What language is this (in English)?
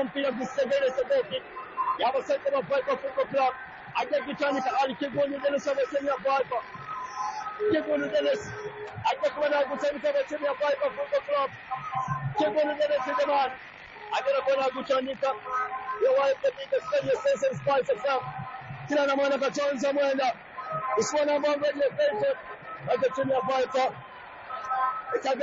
Swahili